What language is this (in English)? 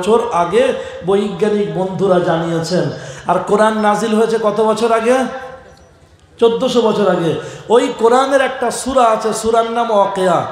Bangla